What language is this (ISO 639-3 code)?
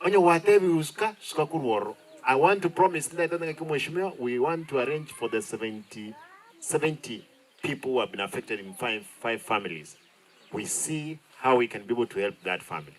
guz